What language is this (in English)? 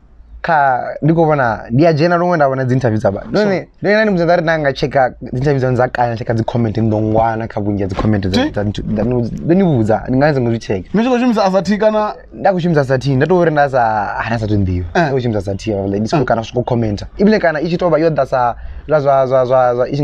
Venda